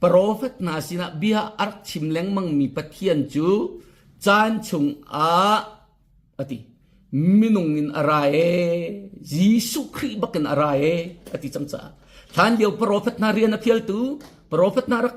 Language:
Hakha Chin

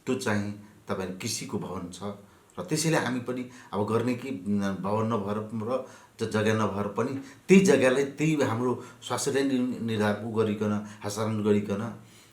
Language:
Nepali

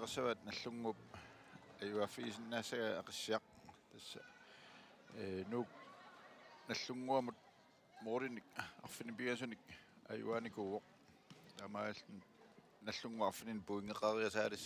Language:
Kalaallisut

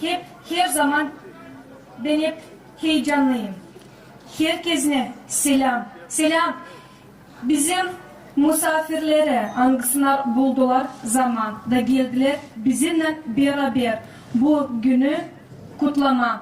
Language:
Gagauz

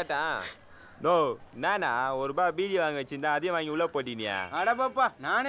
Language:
Tamil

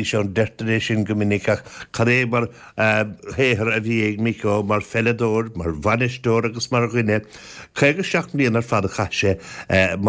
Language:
Irish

